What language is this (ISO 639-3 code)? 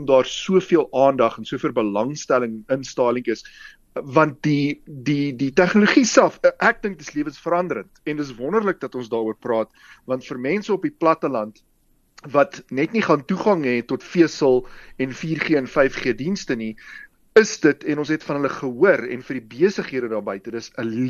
afr